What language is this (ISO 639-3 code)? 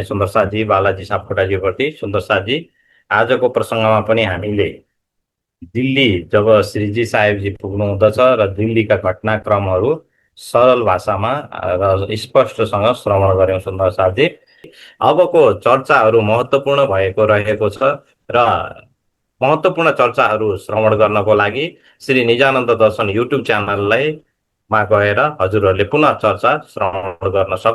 nep